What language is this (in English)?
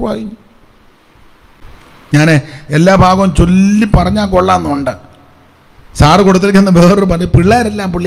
Malayalam